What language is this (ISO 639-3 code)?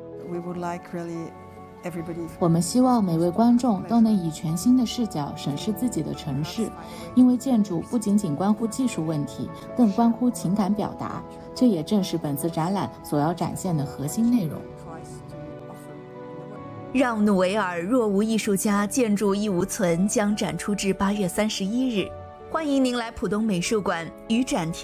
zho